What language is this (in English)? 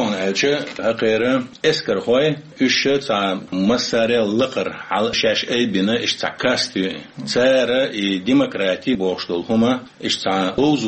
Chechen